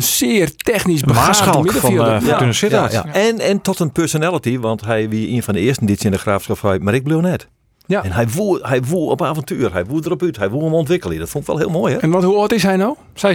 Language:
Western Frisian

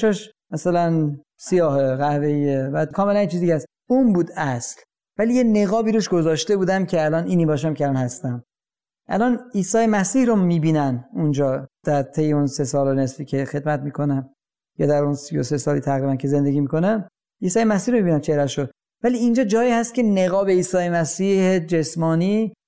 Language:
Persian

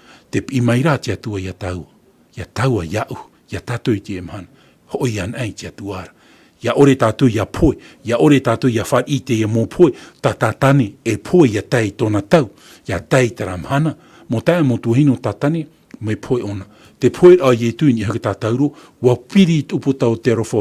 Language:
Tahitian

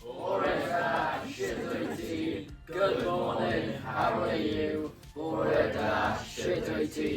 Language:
Welsh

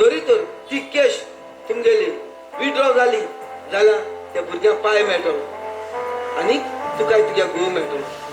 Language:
Konkani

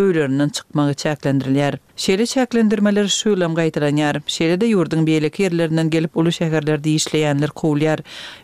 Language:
Turkmen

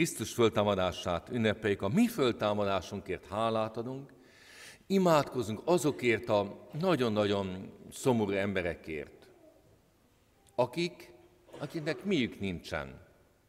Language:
Hungarian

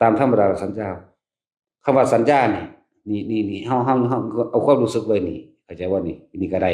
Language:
Northeastern Thai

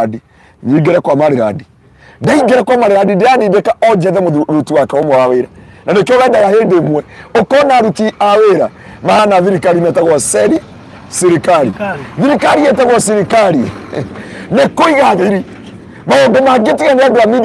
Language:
Kikuyu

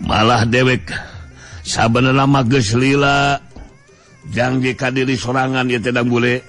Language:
Sundanese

